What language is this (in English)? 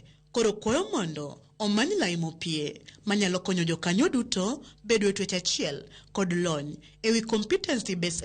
Luo (Kenya and Tanzania)